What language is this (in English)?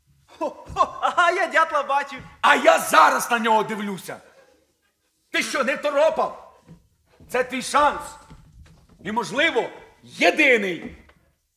Ukrainian